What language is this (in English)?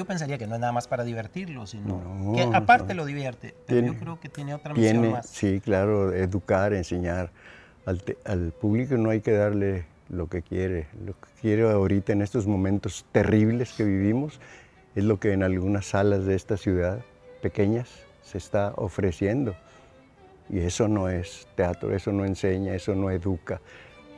Spanish